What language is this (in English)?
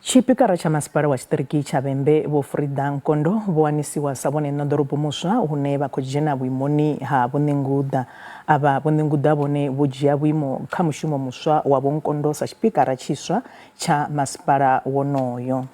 Venda